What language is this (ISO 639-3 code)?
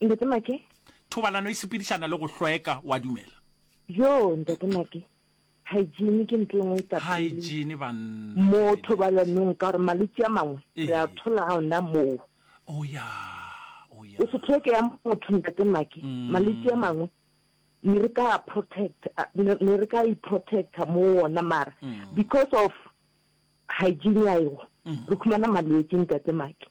nso